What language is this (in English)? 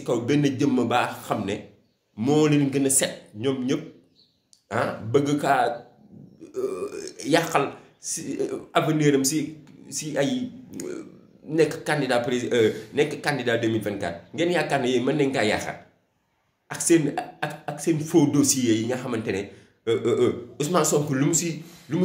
Wolof